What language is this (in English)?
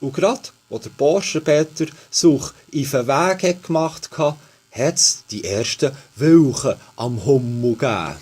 Swiss German